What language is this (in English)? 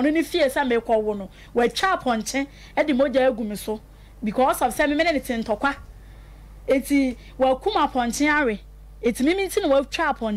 Akan